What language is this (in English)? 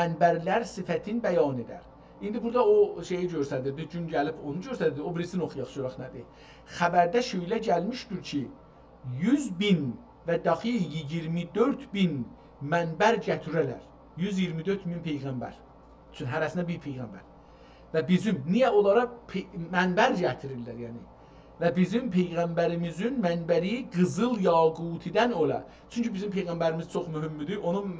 South Azerbaijani